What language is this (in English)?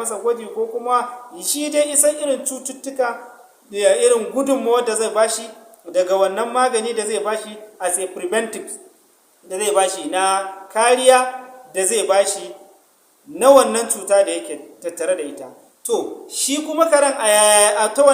Hausa